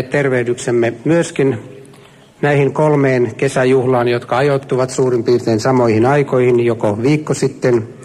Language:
Finnish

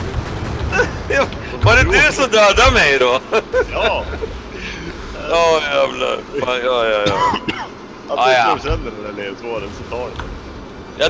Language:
Swedish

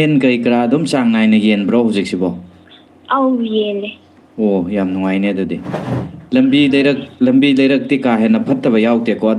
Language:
Manipuri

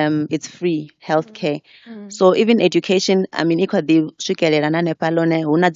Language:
Venda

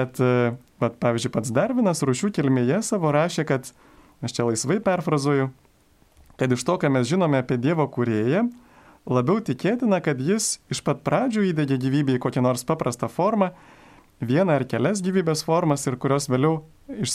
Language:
Lithuanian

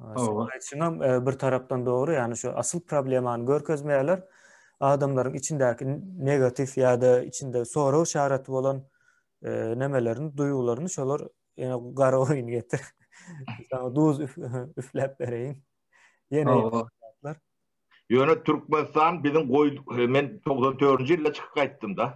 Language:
Turkmen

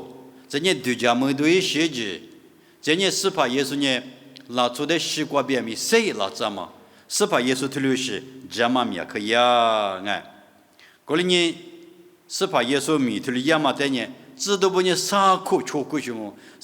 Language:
Lisu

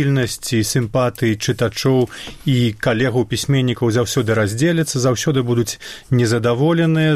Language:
Belarusian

